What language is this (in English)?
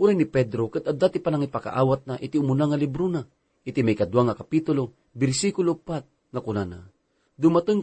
Iloko